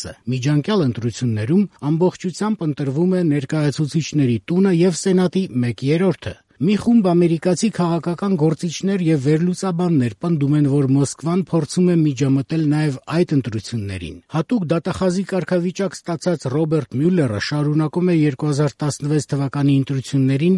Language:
Armenian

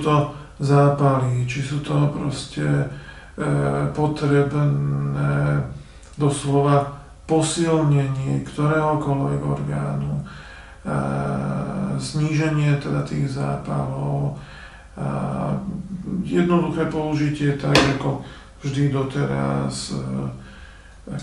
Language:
Slovak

